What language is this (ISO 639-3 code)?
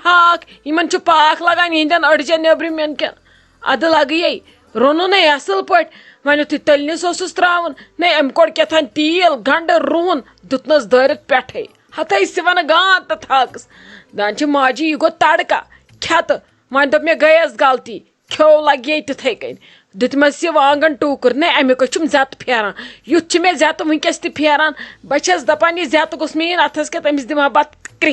kas